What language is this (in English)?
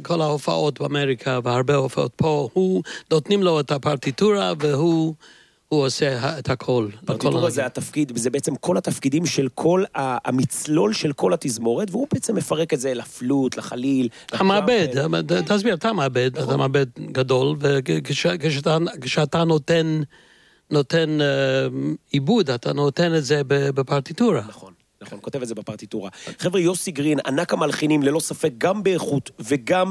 Hebrew